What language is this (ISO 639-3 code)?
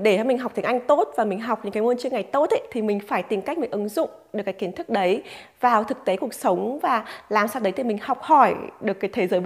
vie